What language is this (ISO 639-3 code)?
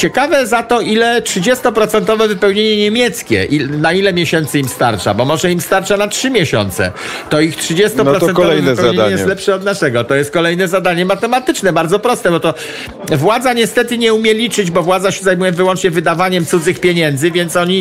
pol